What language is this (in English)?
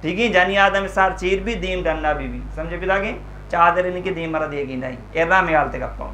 Eastern Balochi